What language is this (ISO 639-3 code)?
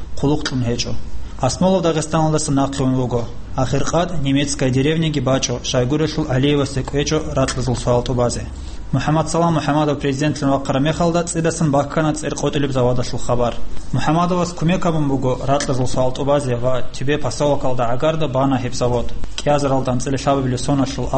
ava